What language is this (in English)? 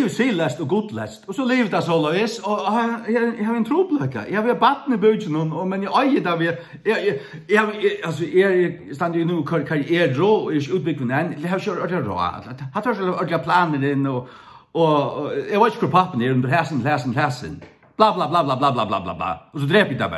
Faroese